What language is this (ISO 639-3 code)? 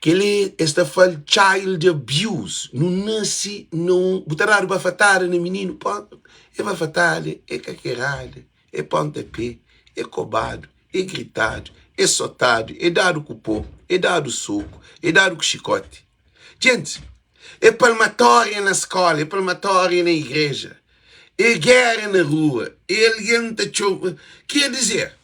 kea